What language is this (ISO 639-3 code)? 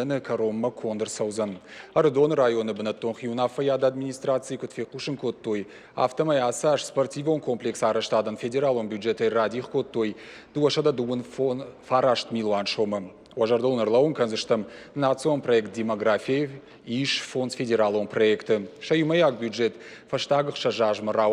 oss